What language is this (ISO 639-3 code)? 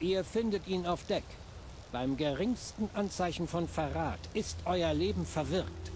bar